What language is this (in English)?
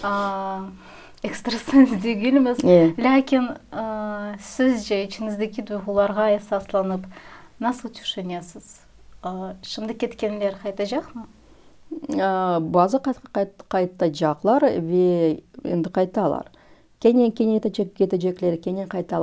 Crimean Tatar